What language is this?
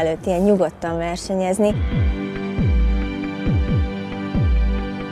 Hungarian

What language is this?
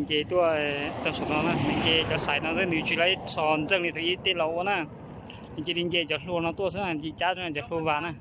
Hmong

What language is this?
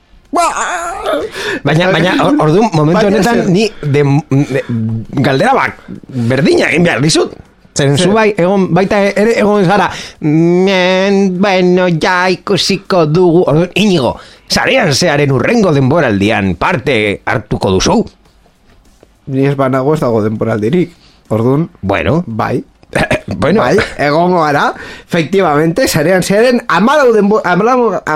Basque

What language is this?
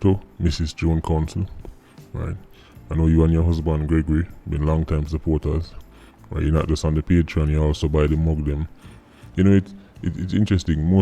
Jamaican Creole English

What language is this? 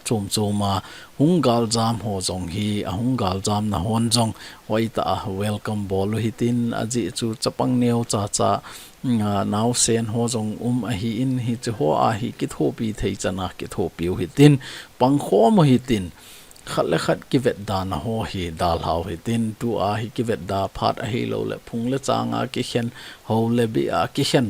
Thado Chin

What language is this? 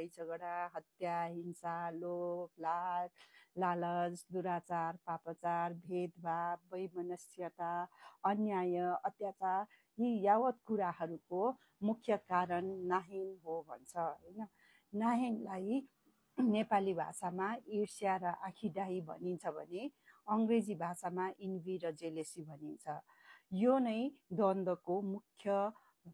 Nepali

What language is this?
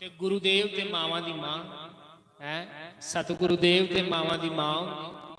Dogri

